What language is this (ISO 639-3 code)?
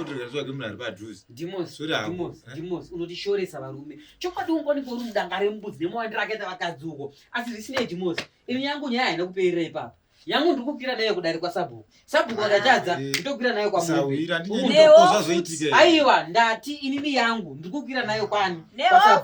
sna